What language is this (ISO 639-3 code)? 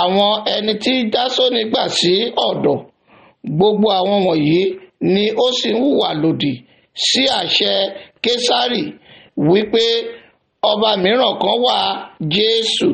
yor